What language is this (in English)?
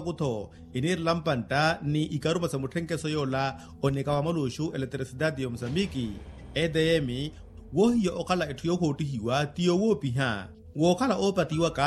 Makhuwa